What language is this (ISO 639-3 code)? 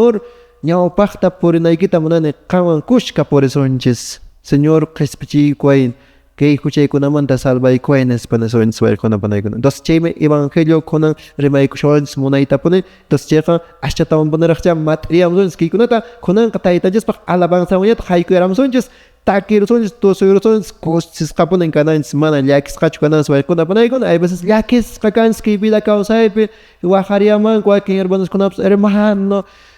que